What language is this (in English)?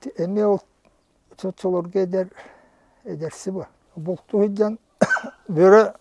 Yakut